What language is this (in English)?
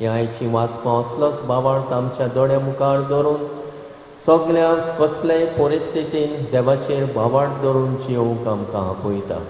Konkani